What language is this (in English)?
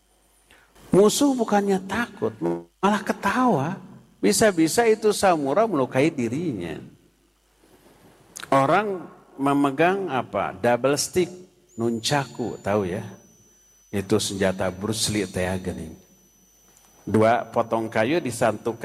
Indonesian